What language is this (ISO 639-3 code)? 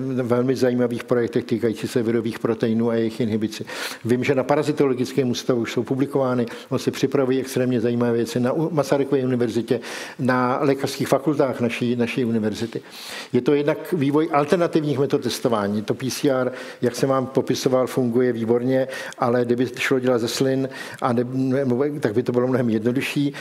ces